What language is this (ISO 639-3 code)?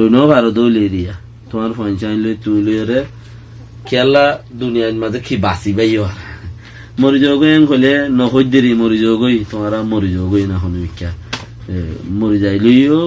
rhg